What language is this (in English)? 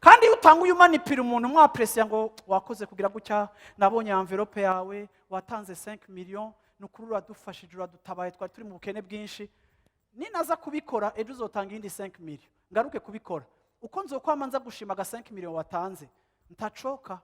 Rundi